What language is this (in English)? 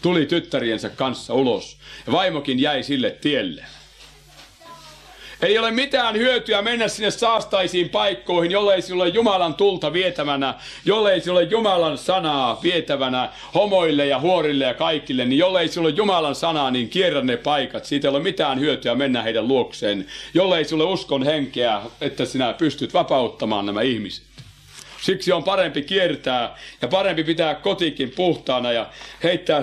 Finnish